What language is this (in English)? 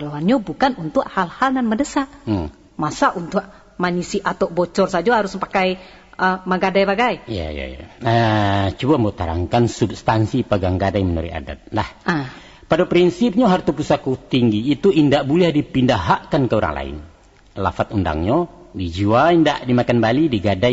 Minangkabau